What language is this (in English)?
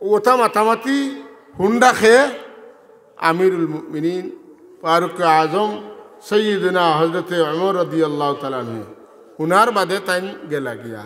Sylheti